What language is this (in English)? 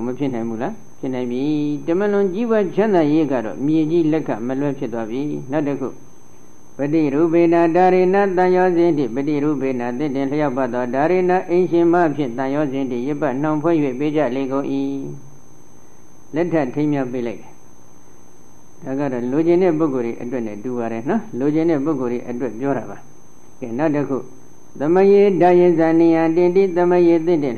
Burmese